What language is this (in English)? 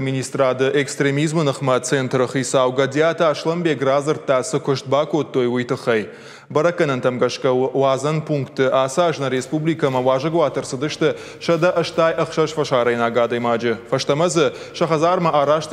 Ossetic